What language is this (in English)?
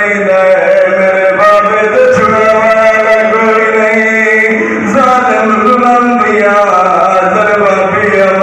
Saraiki